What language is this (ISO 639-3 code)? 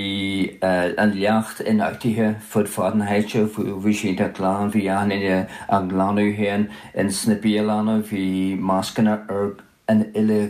gle